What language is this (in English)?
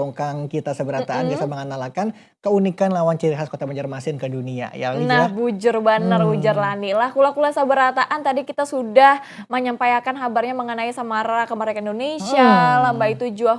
Banjar